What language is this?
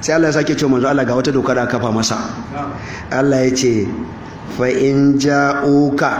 Hausa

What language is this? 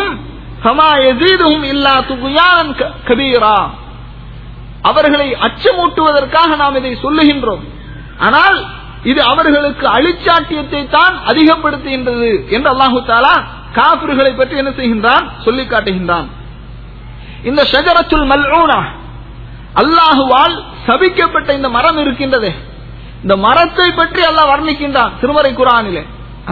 Tamil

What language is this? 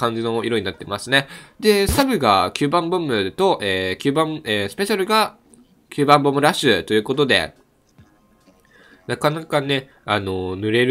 Japanese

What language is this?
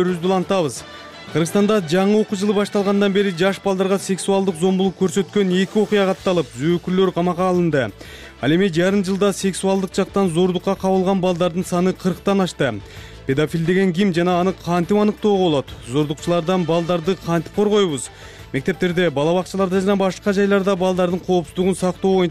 Kyrgyz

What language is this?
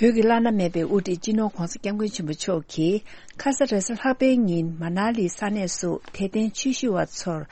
Tibetan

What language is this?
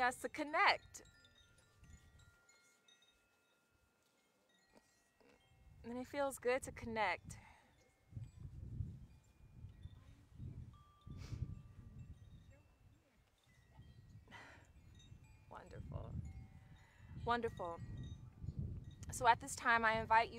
English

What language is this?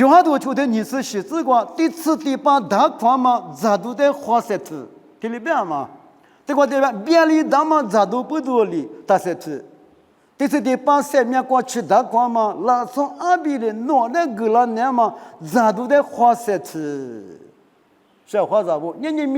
Lisu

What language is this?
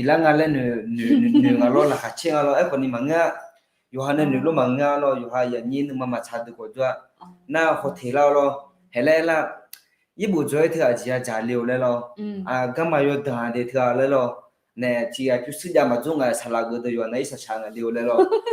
Akha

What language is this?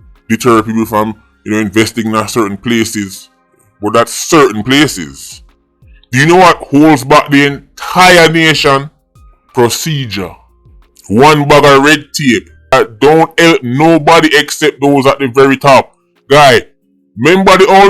Jamaican Creole English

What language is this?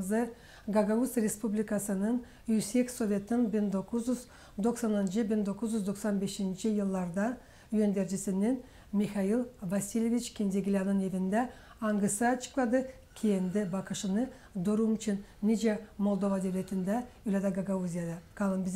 Gagauz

